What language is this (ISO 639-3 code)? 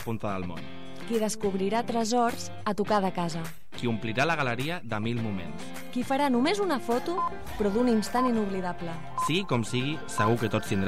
cat